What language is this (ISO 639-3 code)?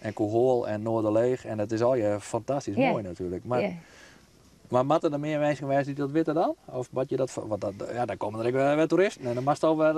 fry